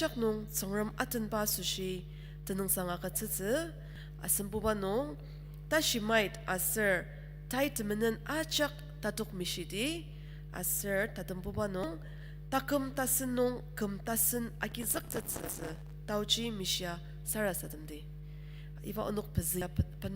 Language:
Ao Naga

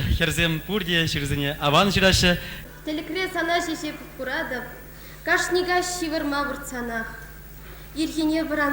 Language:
Chuvash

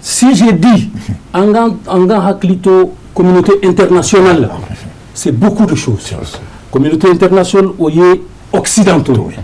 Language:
Bambara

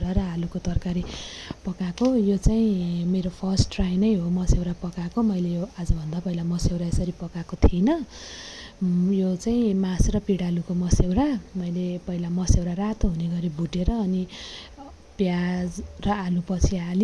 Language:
Nepali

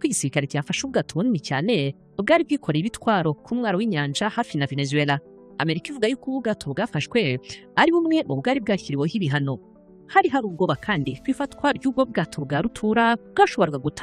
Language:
Kinyarwanda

